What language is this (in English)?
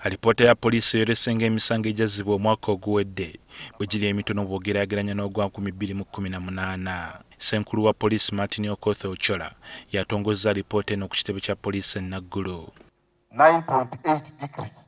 Ganda